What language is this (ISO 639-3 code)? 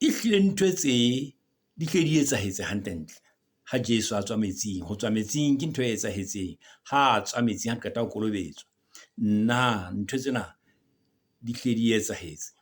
sot